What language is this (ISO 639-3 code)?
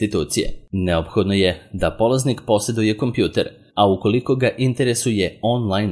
srp